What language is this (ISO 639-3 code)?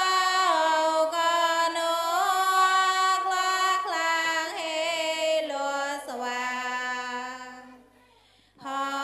mnw